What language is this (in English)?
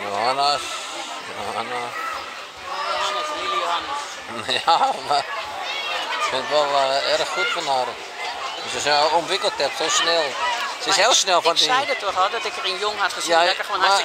Dutch